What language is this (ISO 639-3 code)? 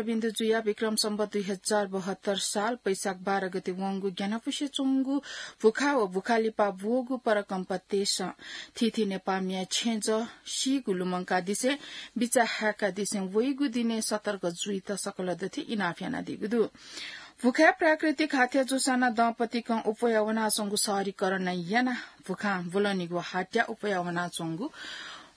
new